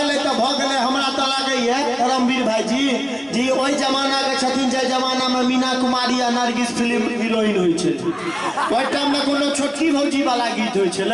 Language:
Maithili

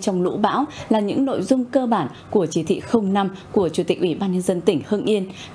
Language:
Vietnamese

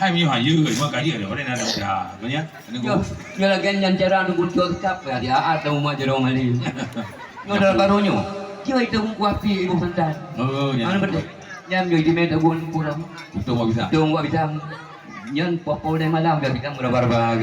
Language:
Achinese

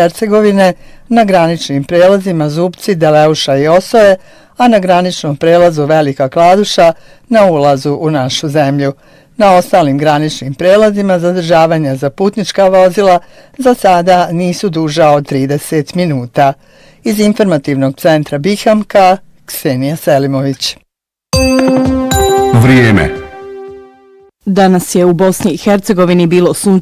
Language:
Bosnian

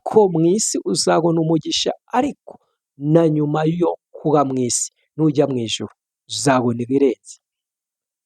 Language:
Kinyarwanda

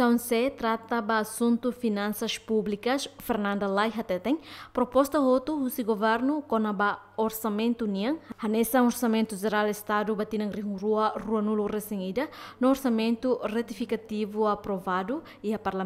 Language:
Tetum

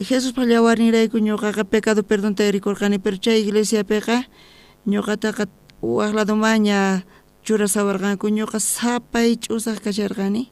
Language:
South Bolivian Quechua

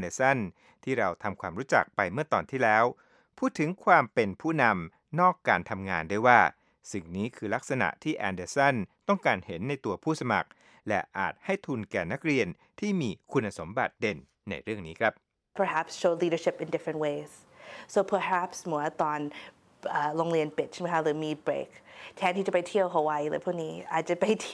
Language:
Thai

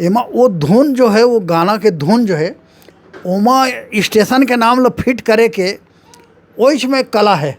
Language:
Chhattisgarhi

